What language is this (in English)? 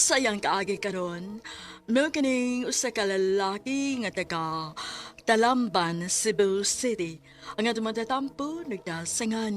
Cebuano